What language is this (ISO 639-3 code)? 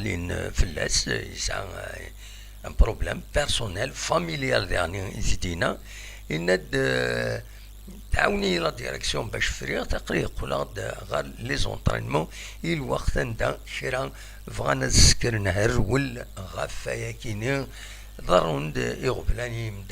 kab